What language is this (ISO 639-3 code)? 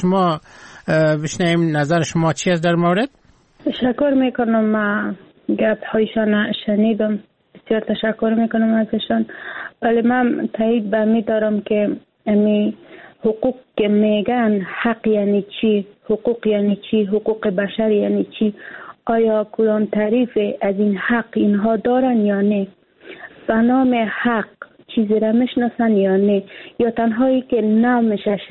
fas